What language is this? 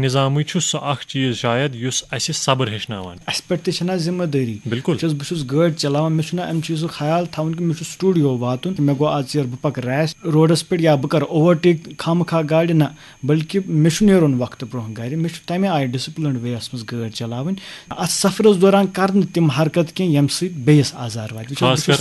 Kashmiri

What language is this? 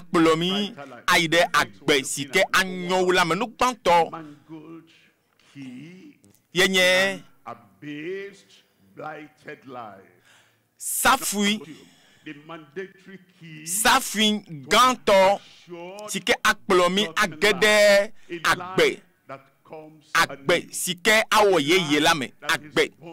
Ewe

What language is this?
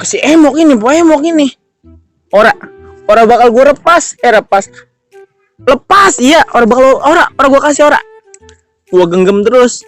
Betawi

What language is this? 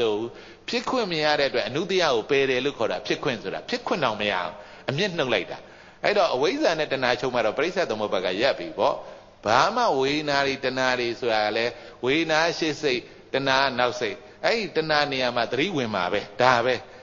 Burmese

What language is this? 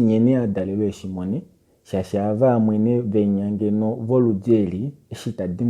Kuanyama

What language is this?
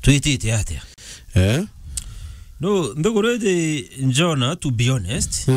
Meru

